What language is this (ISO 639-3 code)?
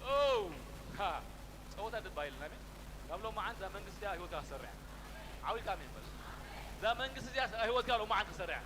tir